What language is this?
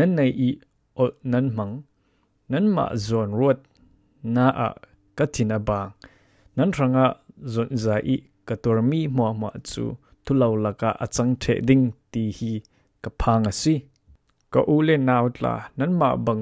Falam Chin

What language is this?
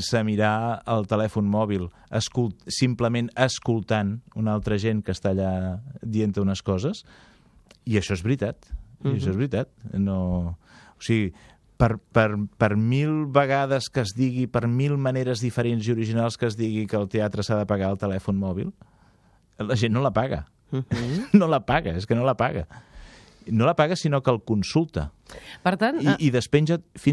Catalan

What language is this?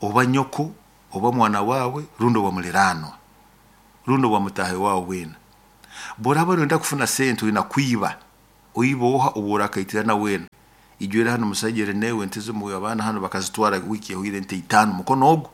Nyoro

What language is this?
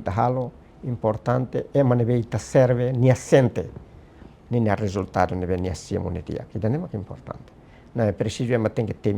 Tetum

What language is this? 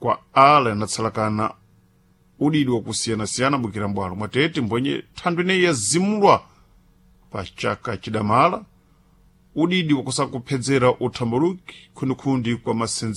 Sena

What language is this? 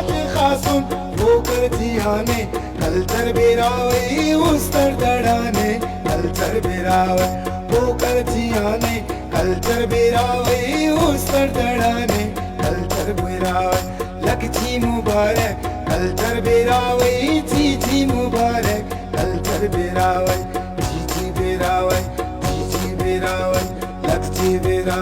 Brahui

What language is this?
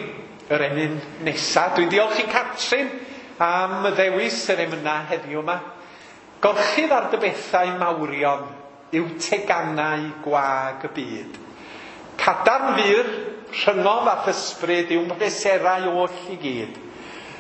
Welsh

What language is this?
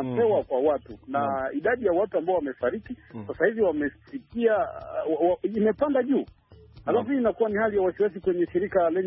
Swahili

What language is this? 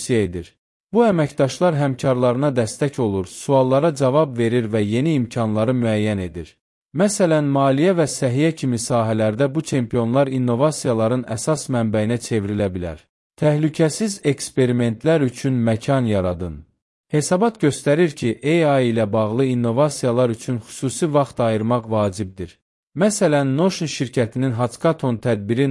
Azerbaijani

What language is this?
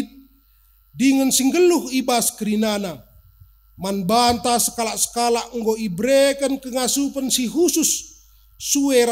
Batak Karo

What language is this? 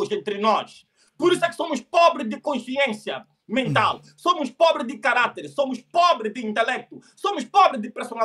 Portuguese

